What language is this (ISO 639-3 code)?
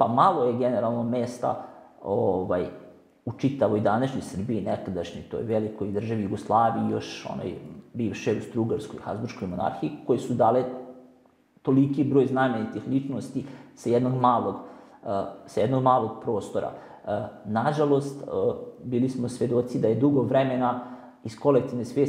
srp